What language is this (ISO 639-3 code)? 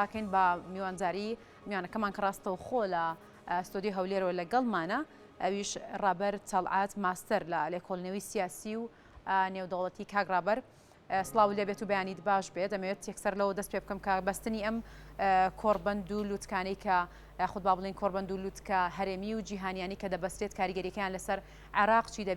ckb